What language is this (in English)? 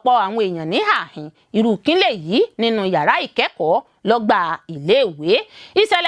Yoruba